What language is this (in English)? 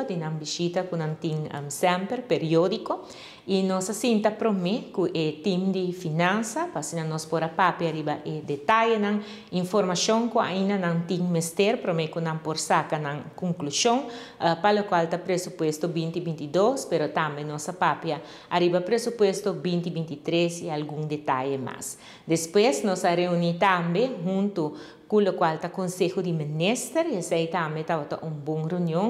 Papiamento